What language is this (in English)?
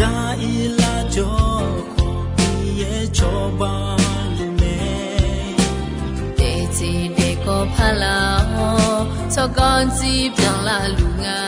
Akha